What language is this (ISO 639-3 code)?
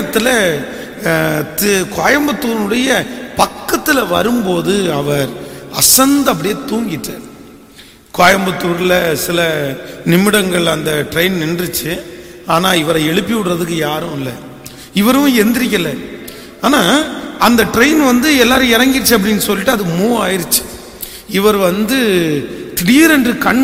tam